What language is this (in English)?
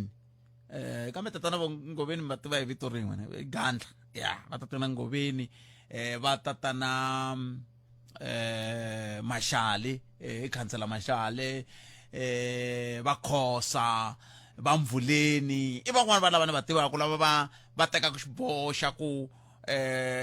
Tsonga